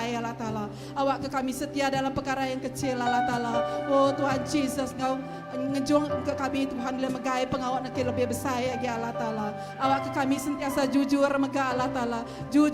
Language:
Iban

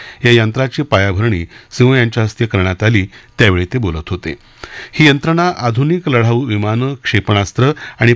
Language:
Marathi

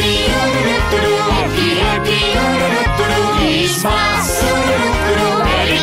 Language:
Korean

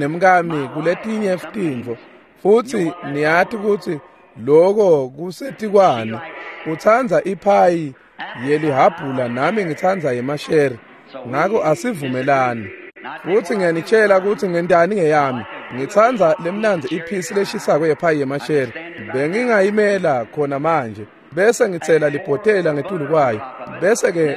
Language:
Swati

